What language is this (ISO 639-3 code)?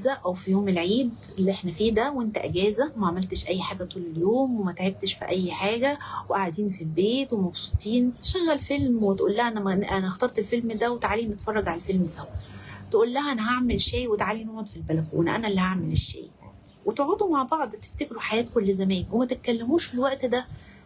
arz